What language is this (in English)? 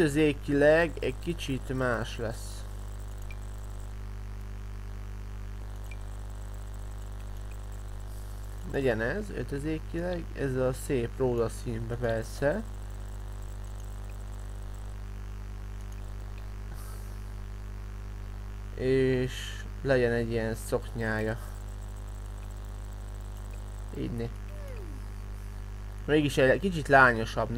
Hungarian